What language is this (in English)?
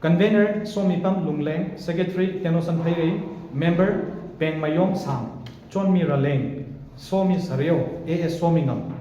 Tangkhul Naga (India)